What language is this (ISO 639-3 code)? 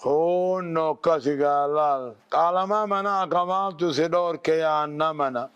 orm